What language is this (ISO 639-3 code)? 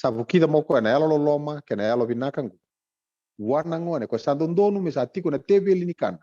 fij